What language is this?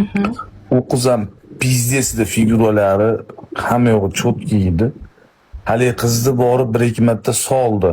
Uzbek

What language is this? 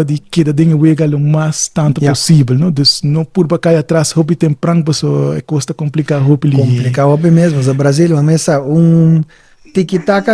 Papiamento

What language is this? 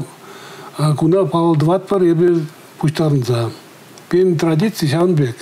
Chuvash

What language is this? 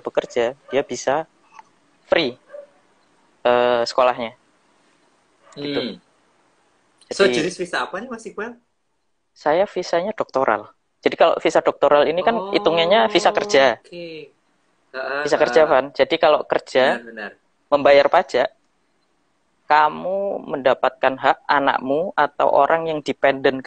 Indonesian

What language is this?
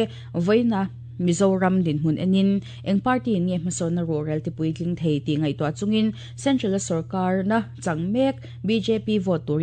Mizo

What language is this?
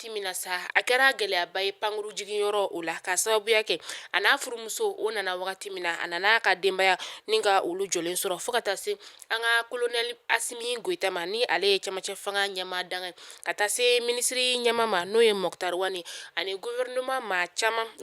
Bambara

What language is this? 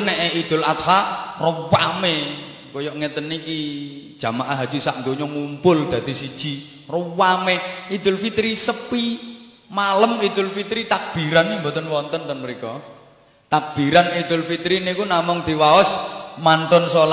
Javanese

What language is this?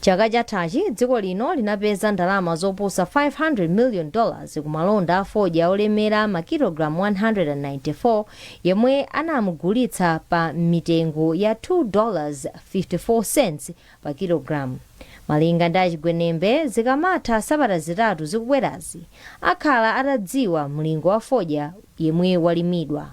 Nyanja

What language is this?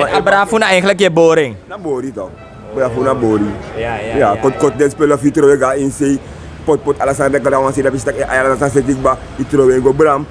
Sranan Tongo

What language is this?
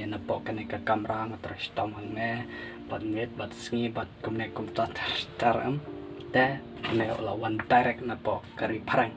Khasi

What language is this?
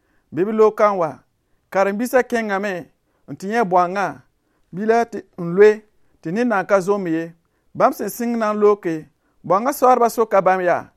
Mossi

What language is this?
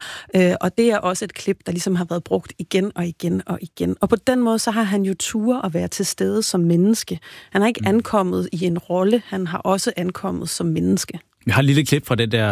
Danish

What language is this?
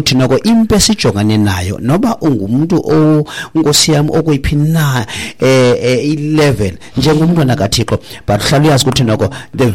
Xhosa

